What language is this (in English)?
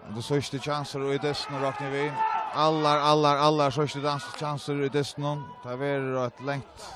Faroese